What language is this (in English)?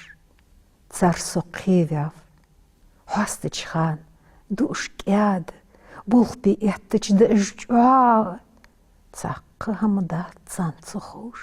Ingush